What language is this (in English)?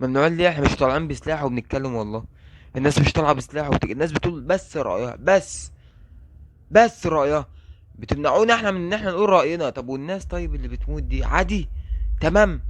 Egyptian Arabic